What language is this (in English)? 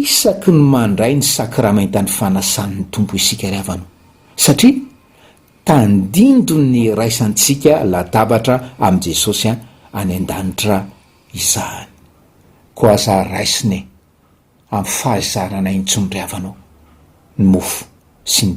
Malagasy